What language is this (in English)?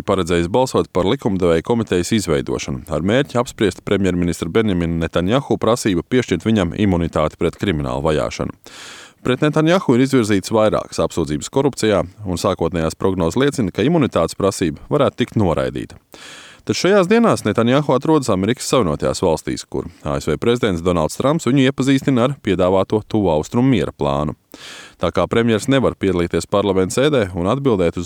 Latvian